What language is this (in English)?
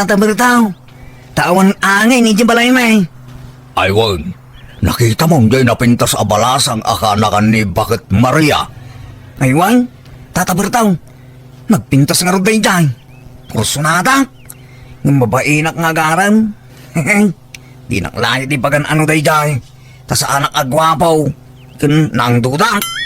Iloko